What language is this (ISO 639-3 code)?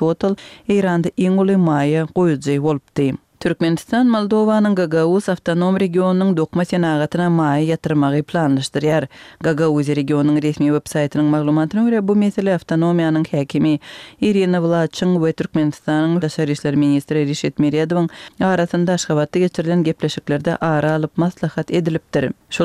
tuk